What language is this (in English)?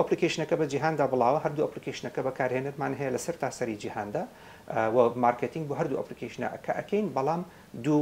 Central Kurdish